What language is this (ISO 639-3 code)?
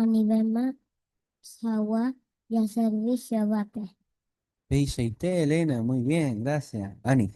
grn